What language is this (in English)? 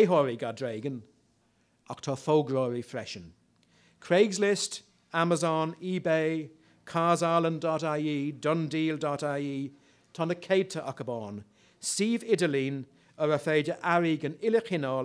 Irish